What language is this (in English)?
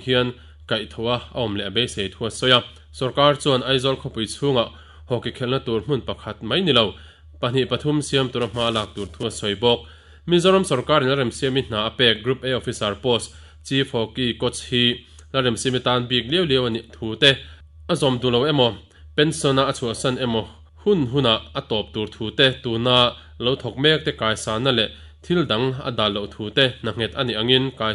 Mizo